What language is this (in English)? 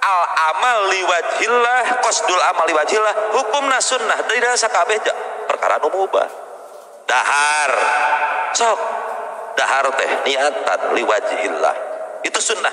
Sundanese